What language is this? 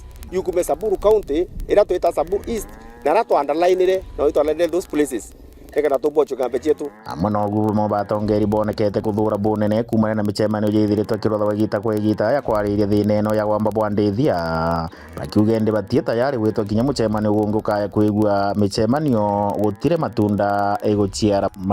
Meru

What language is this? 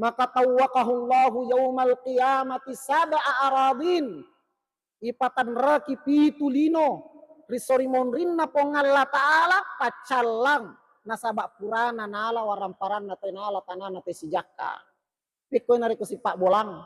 Buginese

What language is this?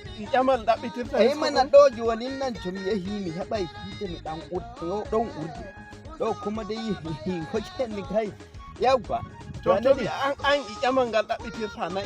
Nigerian Fulfulde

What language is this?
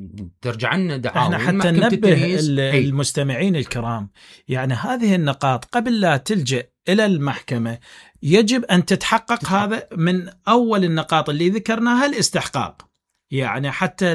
Mesopotamian Arabic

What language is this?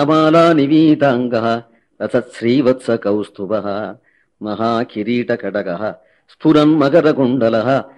Sanskrit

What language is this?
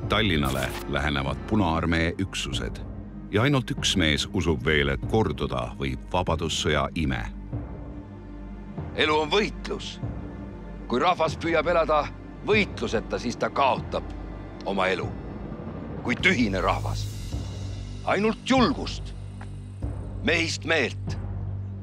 Estonian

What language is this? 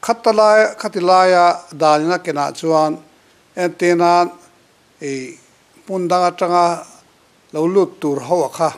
Mizo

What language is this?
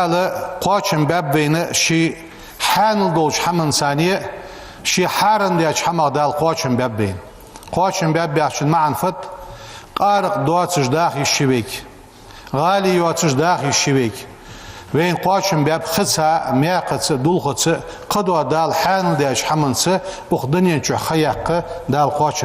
Ingush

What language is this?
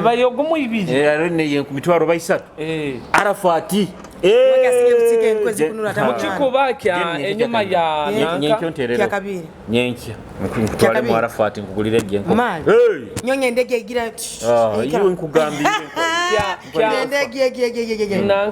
Nyoro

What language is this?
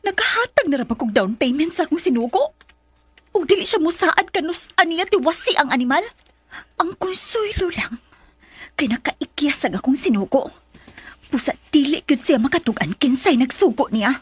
Cebuano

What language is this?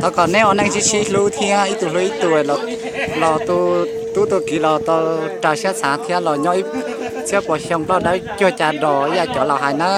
Hmong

